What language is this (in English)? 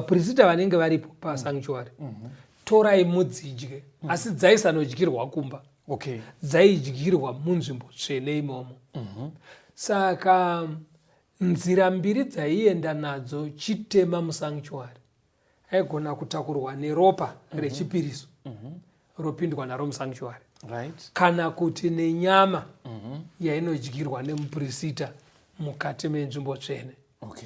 Shona